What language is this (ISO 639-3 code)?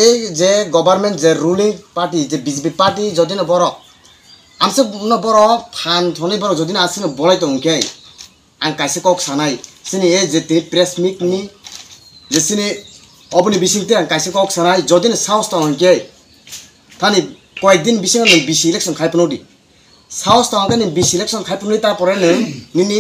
trp